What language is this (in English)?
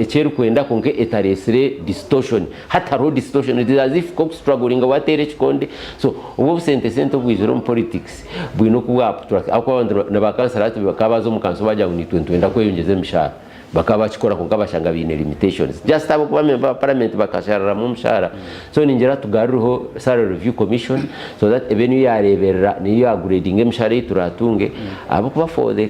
Nyankole